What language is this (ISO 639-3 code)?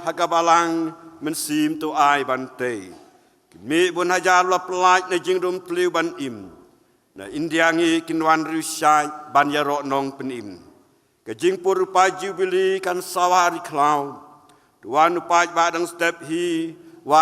kha